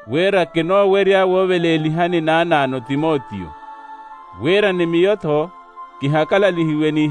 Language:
Makhuwa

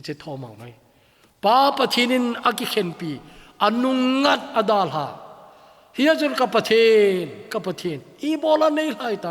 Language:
Thado Chin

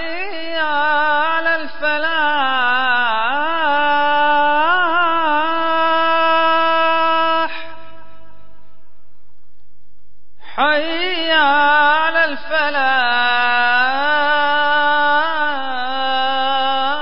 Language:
Bosnian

